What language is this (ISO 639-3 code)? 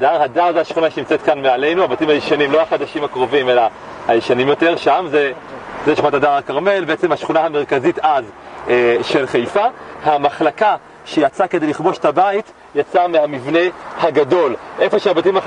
heb